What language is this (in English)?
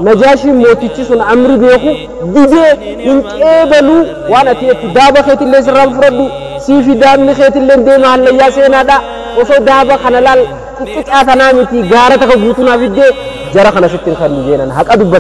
Oromo